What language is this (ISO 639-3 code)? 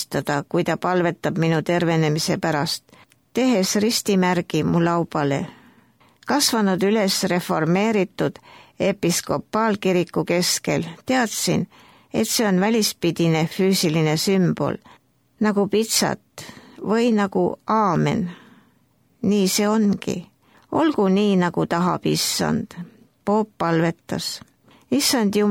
est